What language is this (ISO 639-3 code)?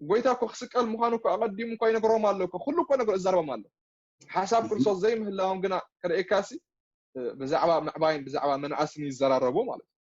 tir